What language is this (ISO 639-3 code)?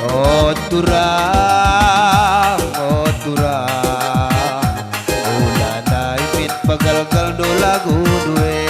btx